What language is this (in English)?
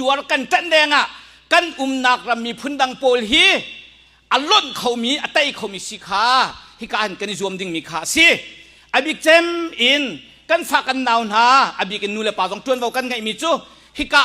Hakha Chin